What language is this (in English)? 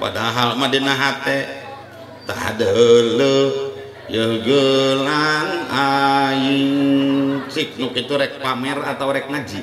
Sundanese